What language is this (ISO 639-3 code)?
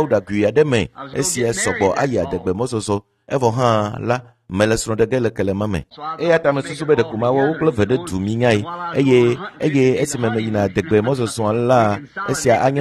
ewe